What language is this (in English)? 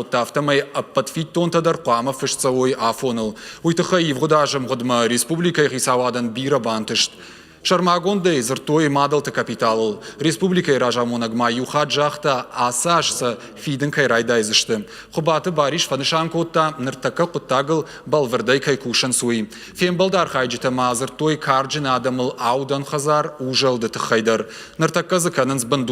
Ossetic